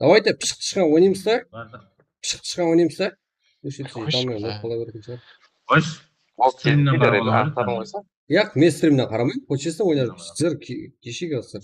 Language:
Kara-Kalpak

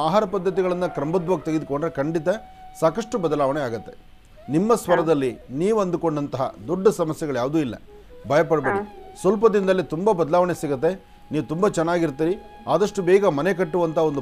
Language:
Kannada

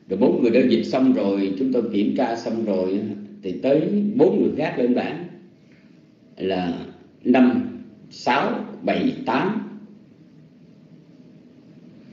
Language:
Vietnamese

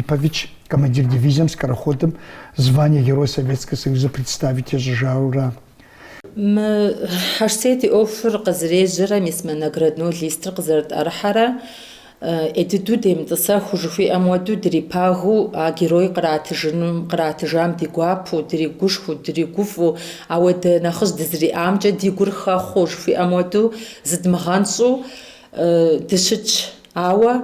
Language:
Kabardian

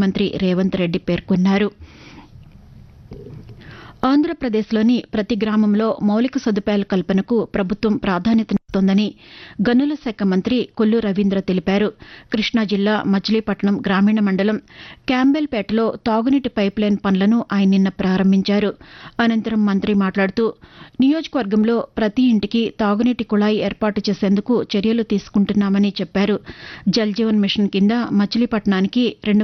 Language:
Telugu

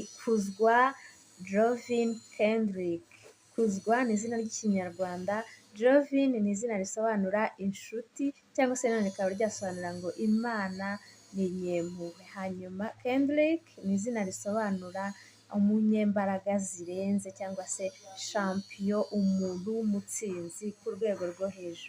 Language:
Kinyarwanda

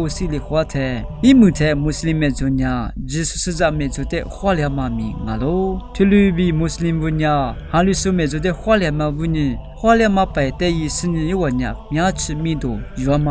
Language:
Lisu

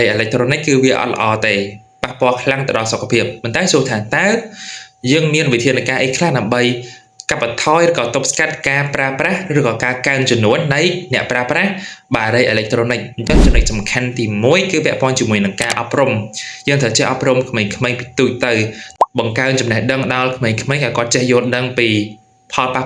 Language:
Khmer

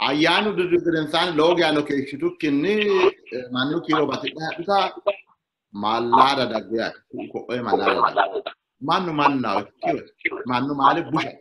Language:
Sidamo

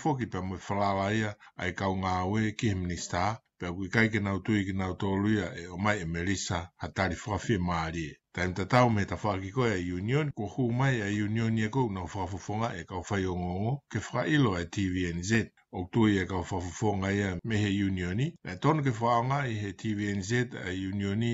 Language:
Tongan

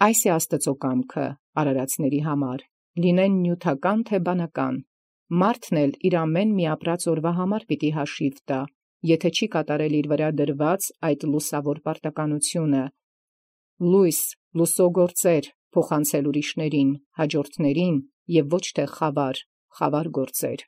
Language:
Armenian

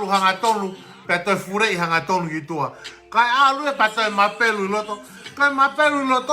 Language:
Tongan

